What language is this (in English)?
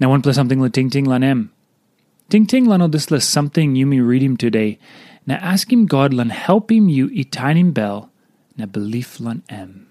Tok Pisin